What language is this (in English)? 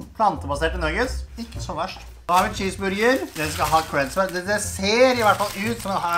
Norwegian